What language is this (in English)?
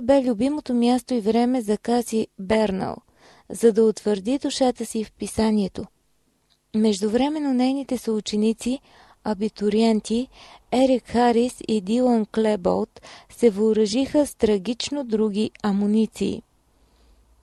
Bulgarian